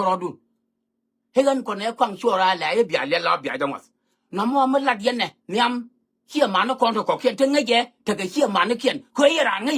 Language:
Nuer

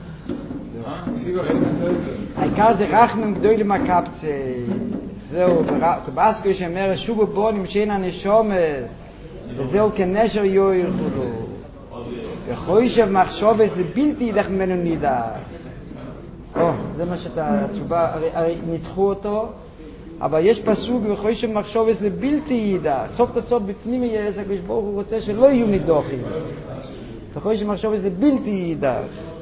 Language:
Hebrew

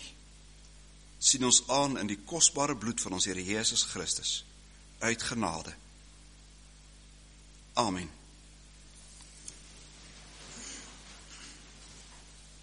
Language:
Afrikaans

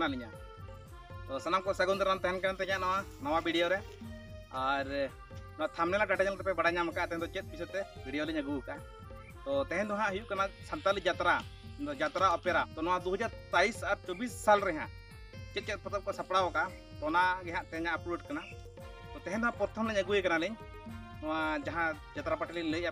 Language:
Santali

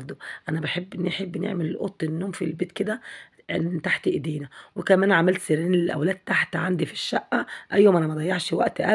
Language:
Egyptian Arabic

